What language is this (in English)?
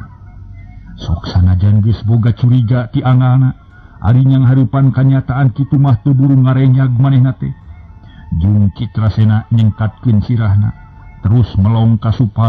Sundanese